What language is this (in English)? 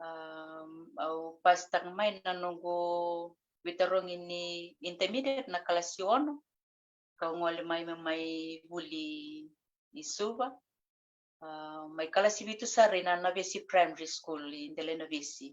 Fijian